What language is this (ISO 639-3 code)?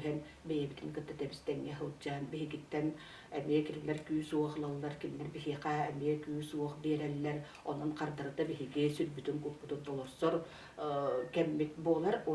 sah